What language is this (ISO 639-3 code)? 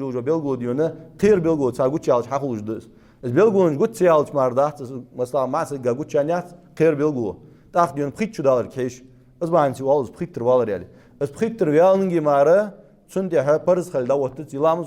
inh